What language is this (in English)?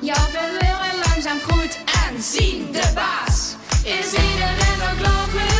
Limburgish